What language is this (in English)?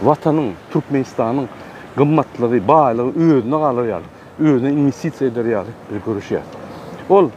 Turkmen